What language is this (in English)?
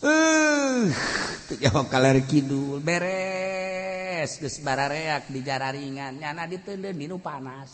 Sundanese